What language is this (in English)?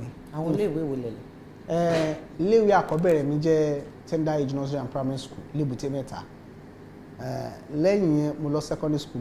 Yoruba